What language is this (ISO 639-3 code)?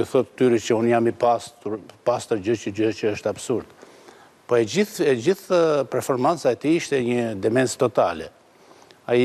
sqi